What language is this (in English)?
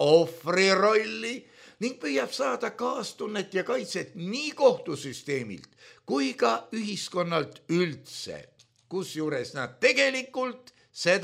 Estonian